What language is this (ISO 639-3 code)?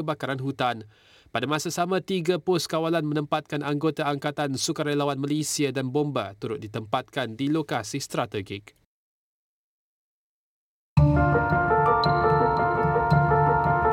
msa